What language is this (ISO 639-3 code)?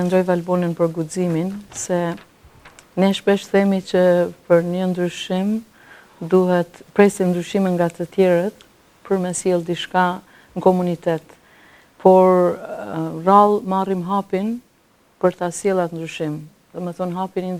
sqi